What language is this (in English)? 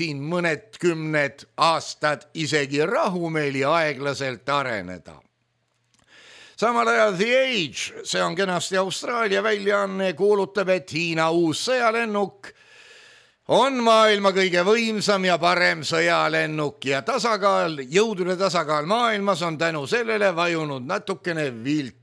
Estonian